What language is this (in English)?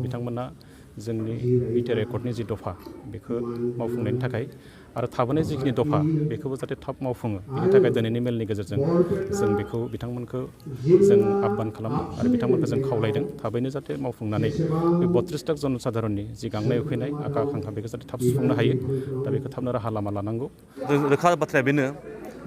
Bodo